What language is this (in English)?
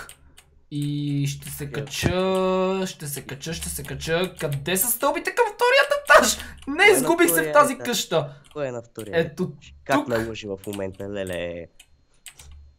Bulgarian